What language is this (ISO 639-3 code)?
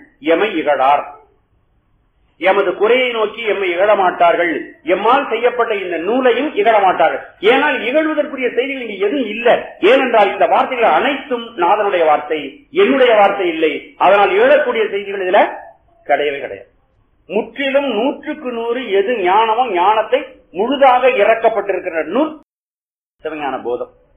tam